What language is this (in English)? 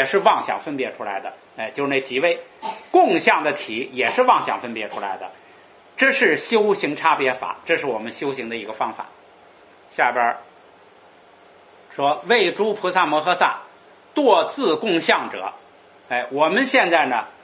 Chinese